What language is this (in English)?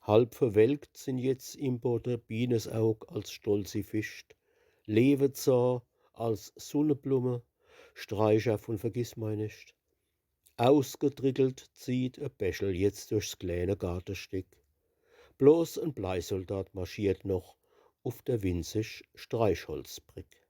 Palatine German